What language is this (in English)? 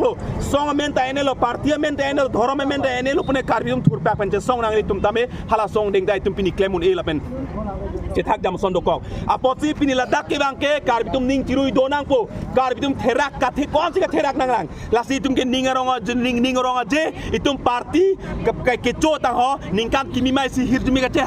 Karbi